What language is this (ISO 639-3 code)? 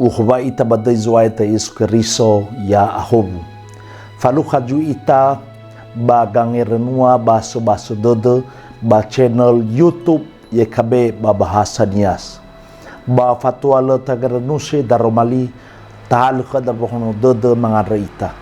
nia